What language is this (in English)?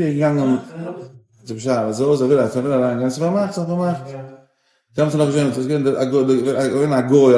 Yiddish